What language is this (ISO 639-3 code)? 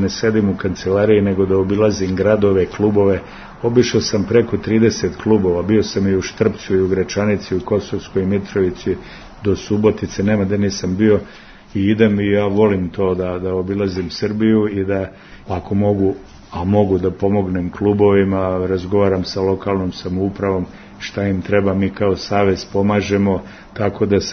srp